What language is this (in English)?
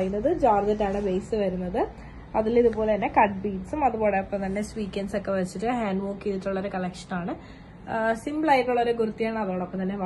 Malayalam